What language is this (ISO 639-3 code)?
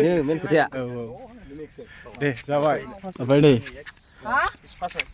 brx